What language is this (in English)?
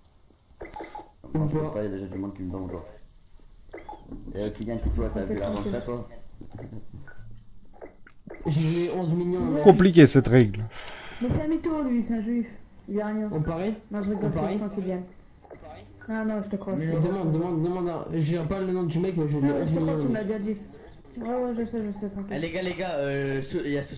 French